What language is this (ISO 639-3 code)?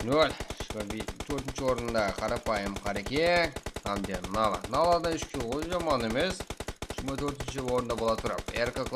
kaa